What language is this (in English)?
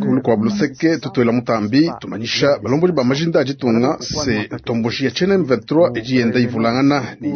Luba-Lulua